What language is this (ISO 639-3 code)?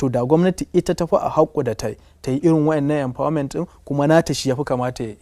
hau